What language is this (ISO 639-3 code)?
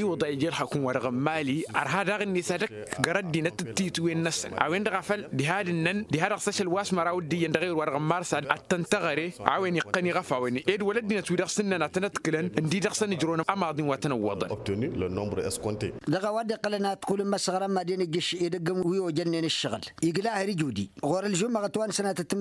taq